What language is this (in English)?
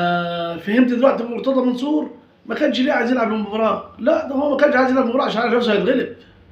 Egyptian Arabic